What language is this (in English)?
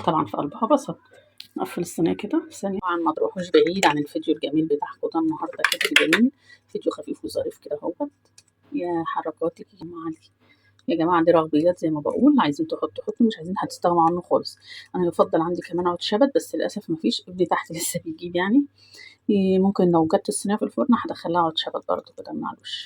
Egyptian Arabic